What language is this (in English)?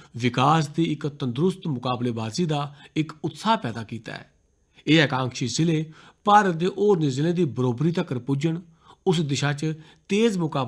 Dogri